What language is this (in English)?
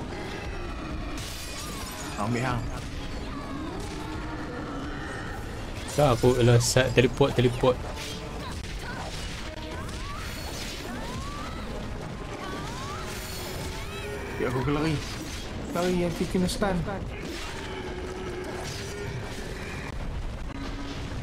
Malay